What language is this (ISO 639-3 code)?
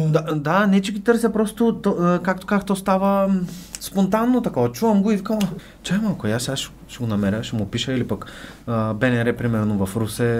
bul